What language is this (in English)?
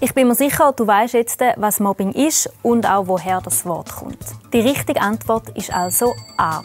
Swiss German